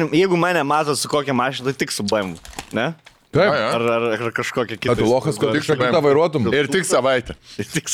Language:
Lithuanian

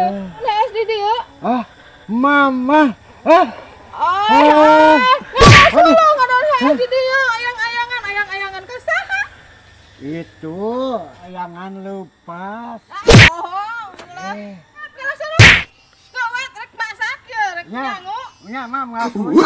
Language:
Sundanese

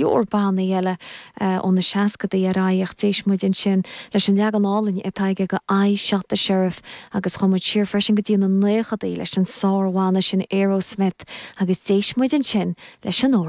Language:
Irish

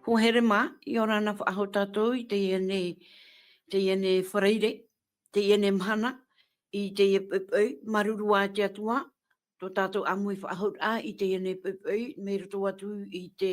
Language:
Tahitian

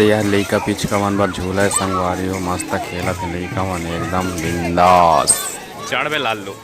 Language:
Chhattisgarhi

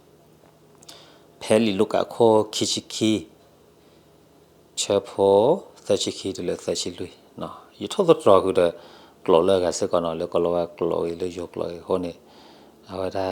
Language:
S'gaw Karen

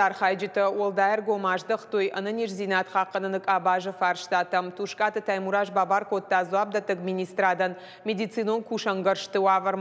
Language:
Ossetic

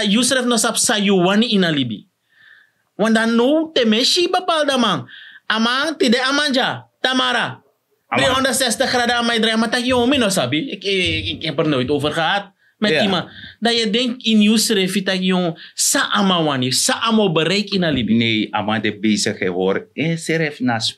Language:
Sranan Tongo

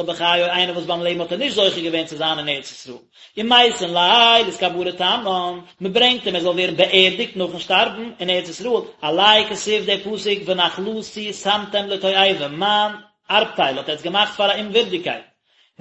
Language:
Yiddish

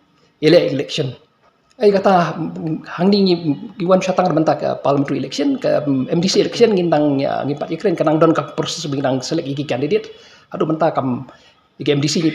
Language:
Khasi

